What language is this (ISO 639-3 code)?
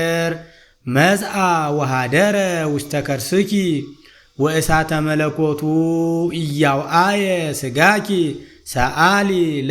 amh